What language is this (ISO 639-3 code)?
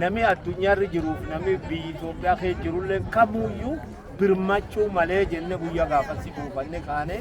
orm